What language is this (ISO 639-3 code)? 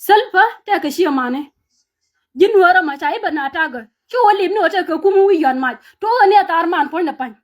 nus